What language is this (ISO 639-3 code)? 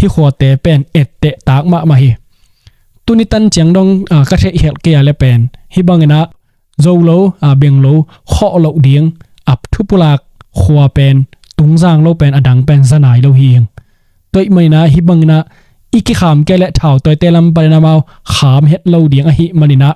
ctd